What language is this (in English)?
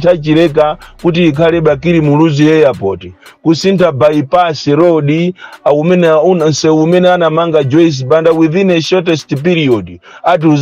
Nyanja